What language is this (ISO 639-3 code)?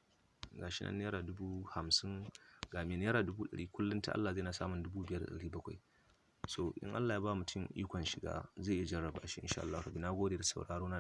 hau